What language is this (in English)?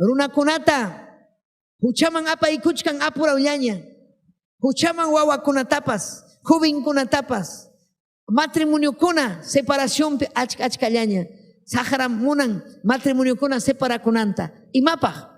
Ayacucho Quechua